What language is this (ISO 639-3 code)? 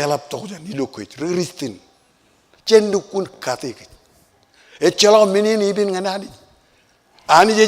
mah